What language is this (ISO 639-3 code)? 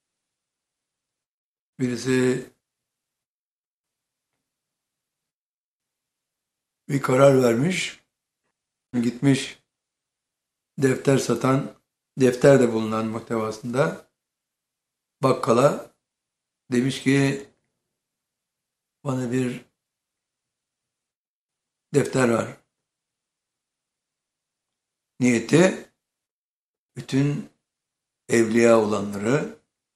tur